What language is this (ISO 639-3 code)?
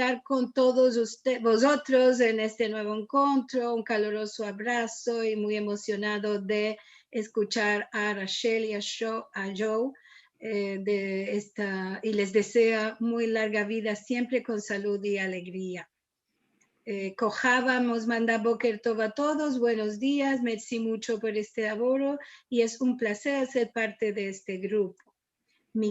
lad